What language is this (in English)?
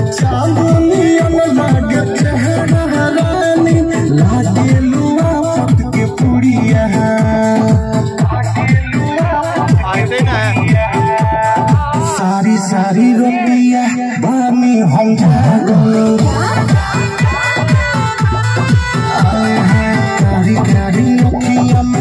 Bhojpuri